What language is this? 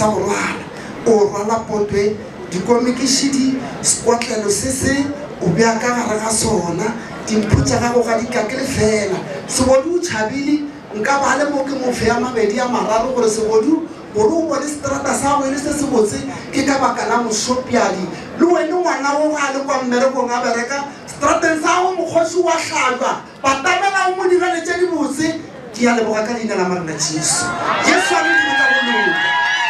Northern Sotho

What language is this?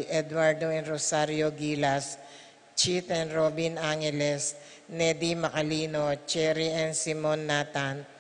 Pampanga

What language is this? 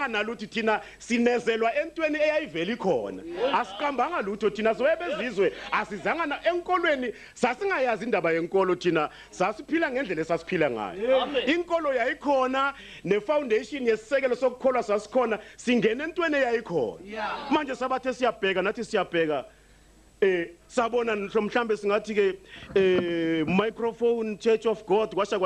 Zulu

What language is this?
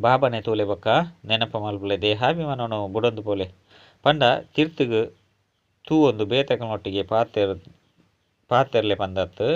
Tulu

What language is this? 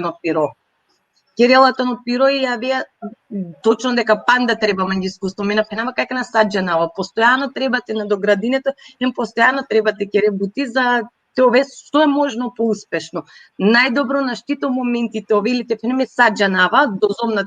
Balkan Romani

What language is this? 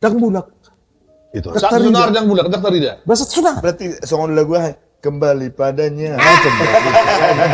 Batak Toba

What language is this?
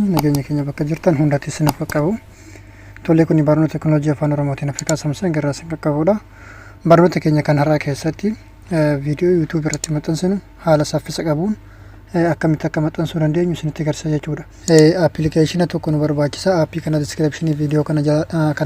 Oromo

